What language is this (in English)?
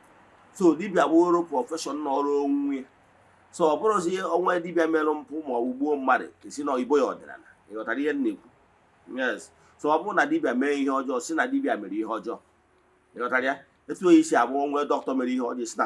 Igbo